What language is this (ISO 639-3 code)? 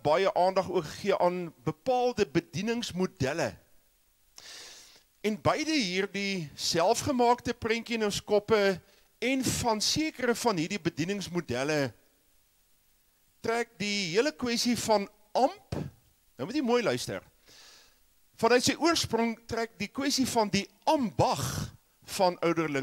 afr